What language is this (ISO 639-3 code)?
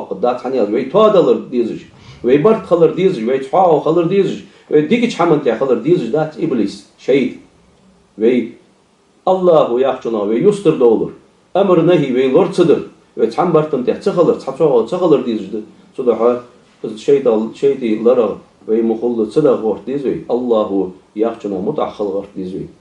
inh